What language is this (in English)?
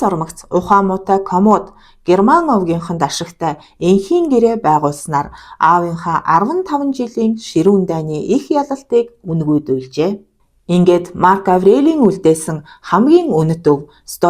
Mongolian